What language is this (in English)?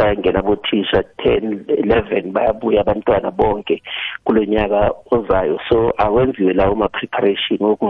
South Ndebele